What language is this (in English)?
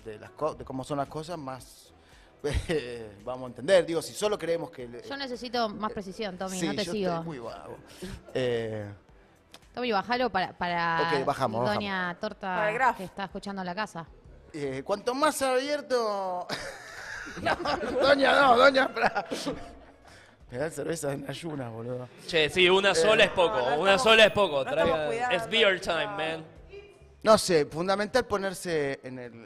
Spanish